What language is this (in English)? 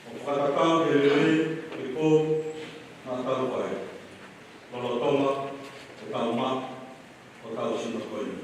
Tongan